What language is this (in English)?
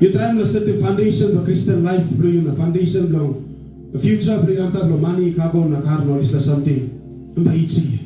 Tok Pisin